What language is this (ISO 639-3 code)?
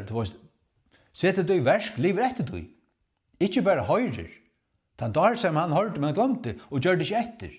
fao